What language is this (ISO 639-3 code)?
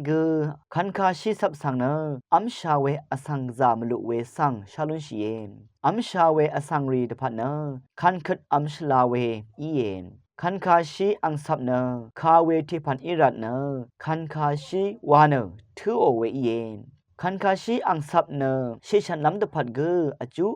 raw